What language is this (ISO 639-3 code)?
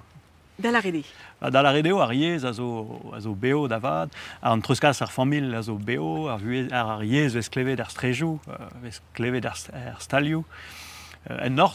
bre